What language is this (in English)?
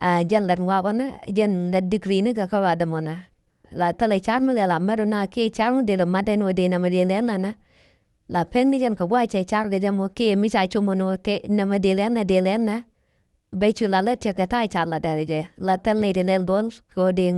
Nuer